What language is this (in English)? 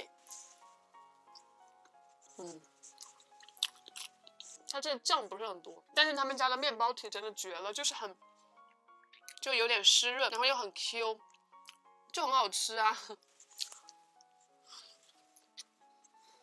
Chinese